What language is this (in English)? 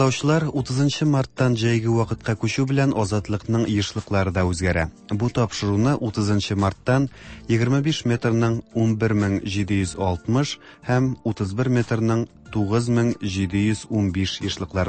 Tatar